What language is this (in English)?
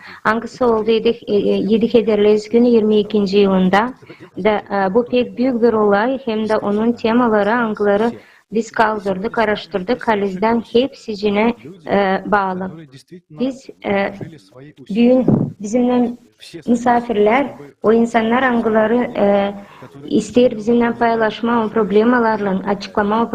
Gagauz